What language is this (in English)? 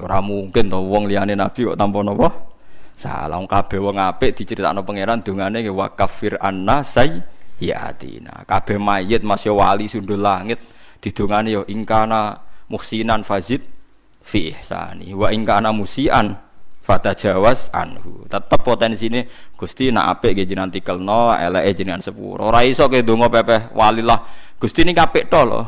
Javanese